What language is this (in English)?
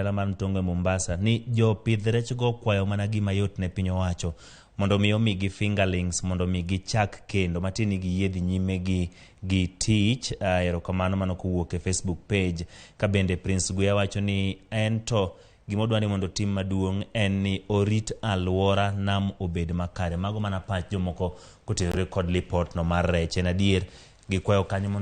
Luo (Kenya and Tanzania)